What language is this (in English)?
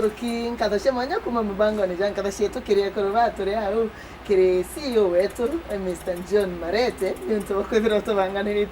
Meru